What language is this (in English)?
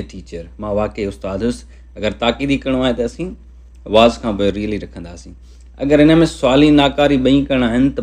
Sindhi